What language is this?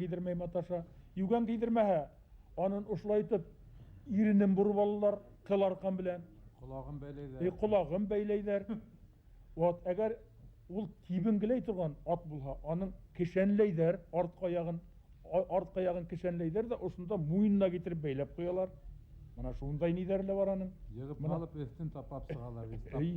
Bashkir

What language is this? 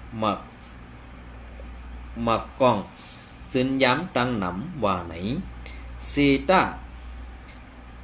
Shan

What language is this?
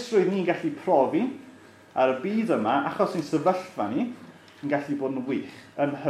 Welsh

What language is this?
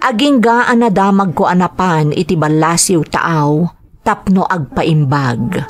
Iloko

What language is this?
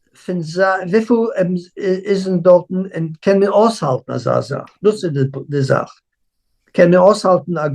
Yiddish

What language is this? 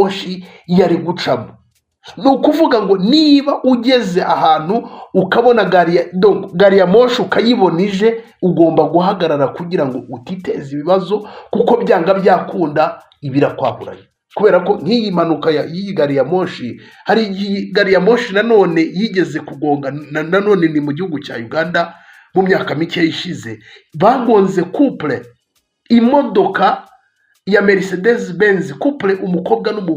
Kinyarwanda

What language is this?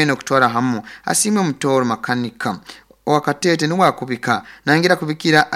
Nyoro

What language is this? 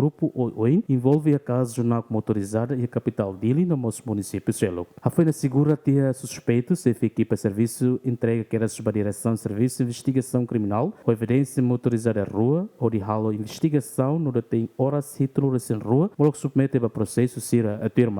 Tetum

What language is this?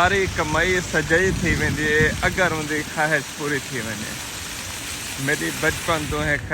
Saraiki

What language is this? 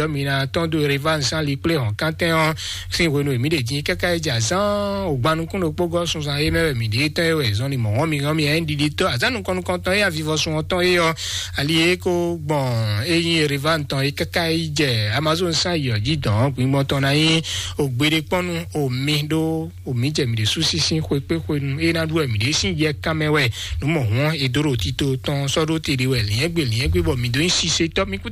Fon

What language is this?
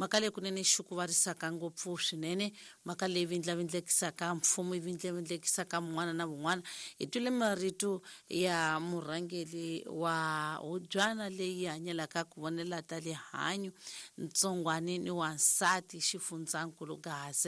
Tsonga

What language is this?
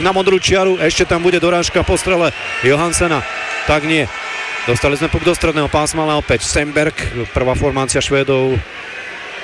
Slovak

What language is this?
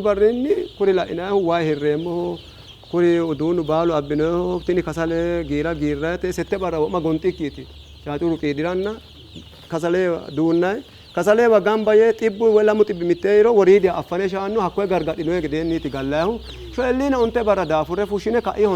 Sidamo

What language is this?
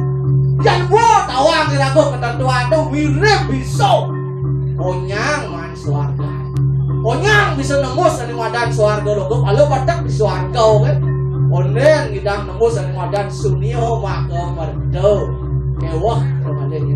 Balinese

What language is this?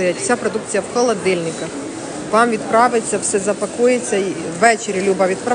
Ukrainian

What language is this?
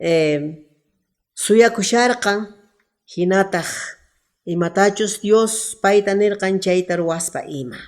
Quechua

